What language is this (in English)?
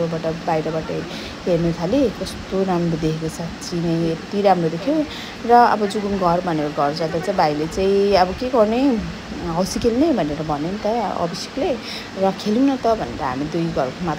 Nepali